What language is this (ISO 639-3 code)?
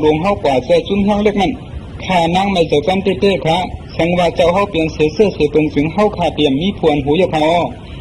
shn